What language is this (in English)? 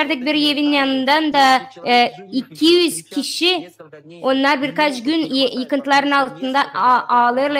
Gagauz